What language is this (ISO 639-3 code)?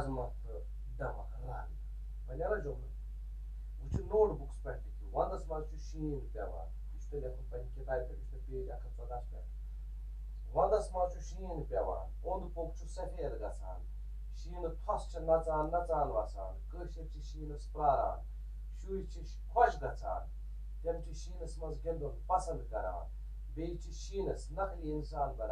kas